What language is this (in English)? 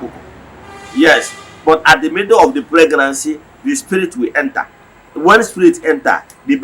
Igbo